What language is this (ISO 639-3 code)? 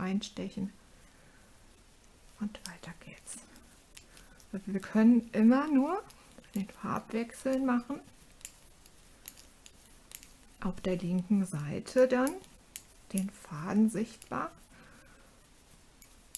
deu